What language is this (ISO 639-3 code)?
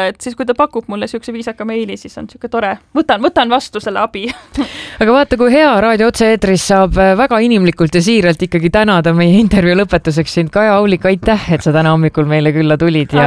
est